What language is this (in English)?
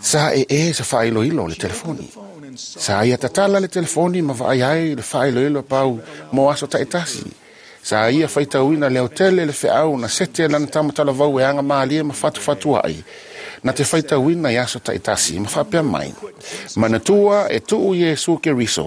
Samoan